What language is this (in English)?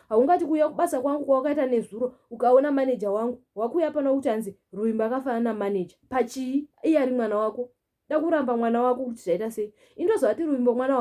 Shona